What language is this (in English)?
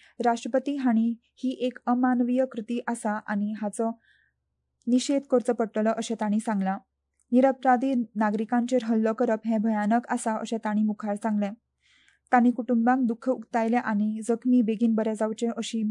Konkani